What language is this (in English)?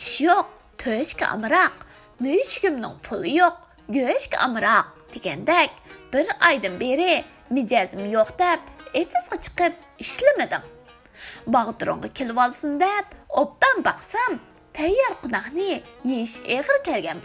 Uyghur